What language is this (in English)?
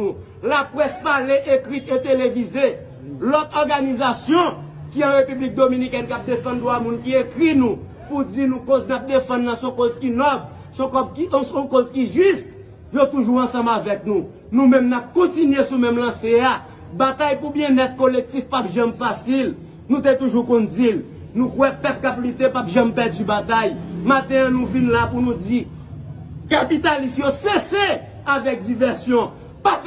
Haitian Creole